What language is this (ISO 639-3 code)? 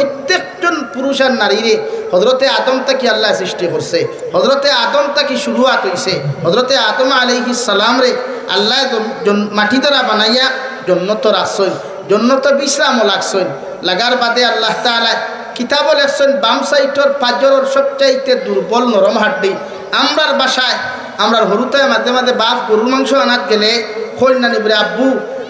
syl